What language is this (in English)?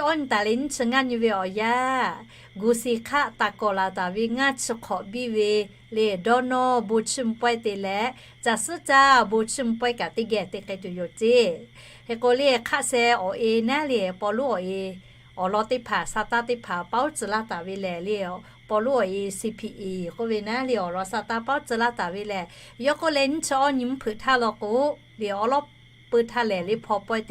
Lahu